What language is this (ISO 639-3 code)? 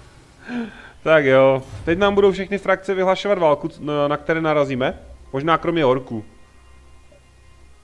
ces